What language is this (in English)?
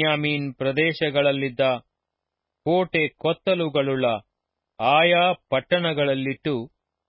Kannada